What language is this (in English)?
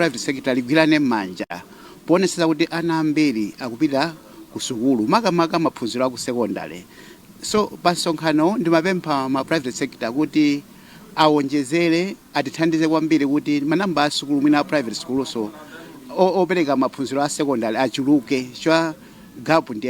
Nyanja